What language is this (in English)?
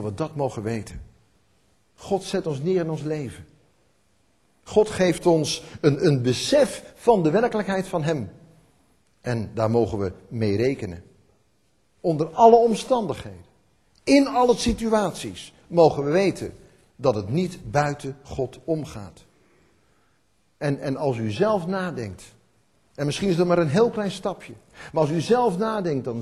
Dutch